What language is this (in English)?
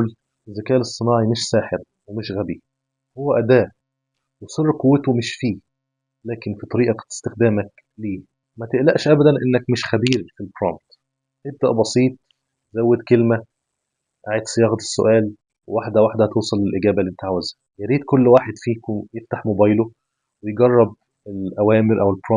Egyptian Arabic